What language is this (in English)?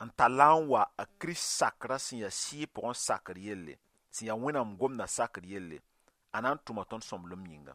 Mossi